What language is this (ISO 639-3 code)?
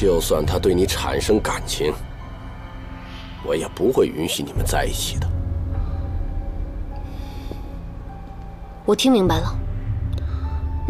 zho